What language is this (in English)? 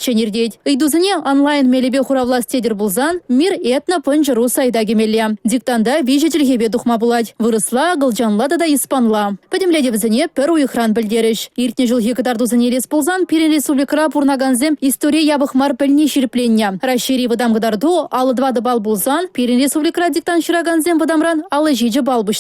Chuvash